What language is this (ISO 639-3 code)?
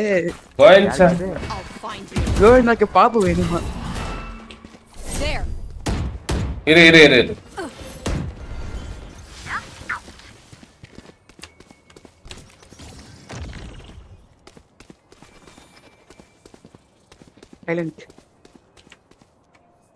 tam